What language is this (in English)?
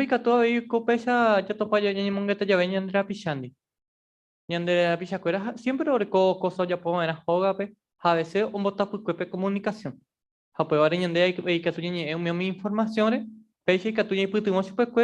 Guarani